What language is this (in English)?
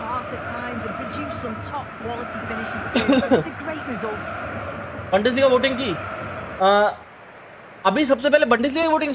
Hindi